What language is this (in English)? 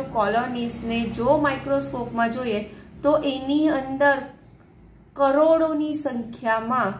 Gujarati